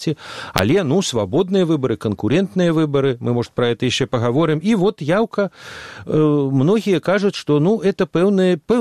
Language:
Belarusian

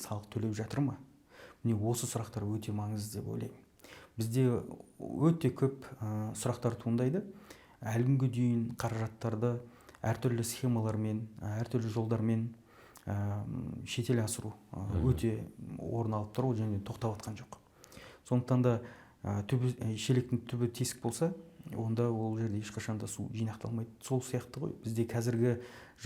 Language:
Kazakh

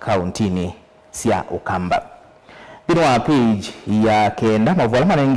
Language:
Kamba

